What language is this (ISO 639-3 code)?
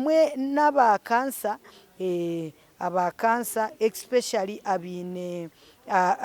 nyn